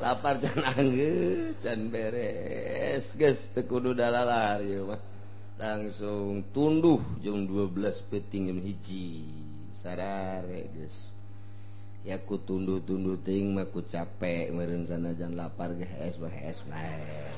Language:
Sundanese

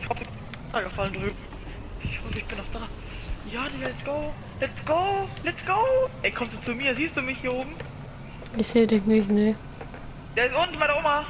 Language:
Bavarian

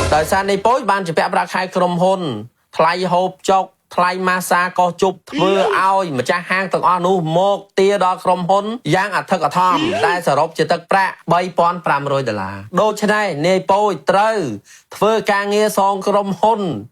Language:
Khmer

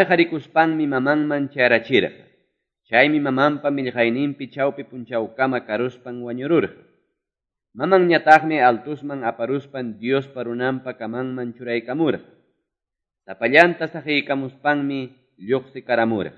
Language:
Ayacucho Quechua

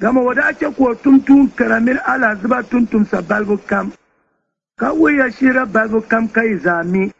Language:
Dagbani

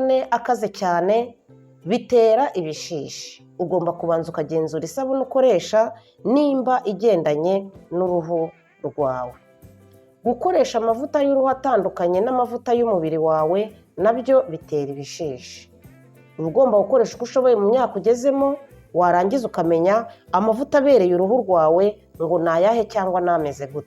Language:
Kinyarwanda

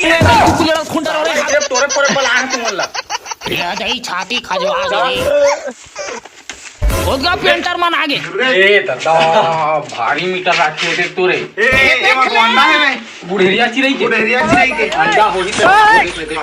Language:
Chhattisgarhi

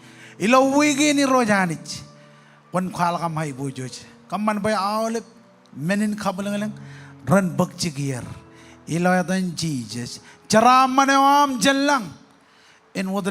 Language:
Marshallese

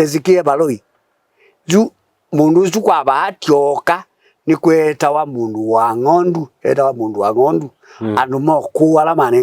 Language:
Kamba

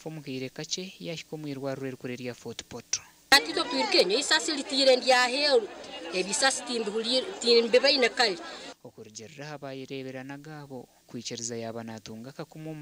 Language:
Nyankole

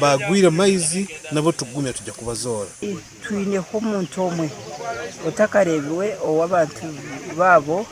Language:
Nyankole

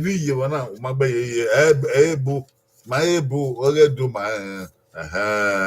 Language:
Bini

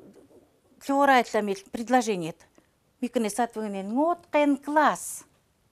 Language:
Chukot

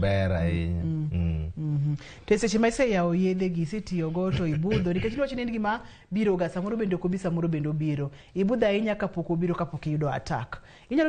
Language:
Luo (Kenya and Tanzania)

